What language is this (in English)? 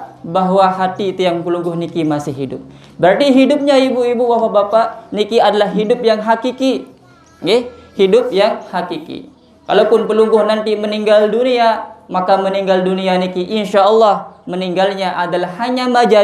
Sasak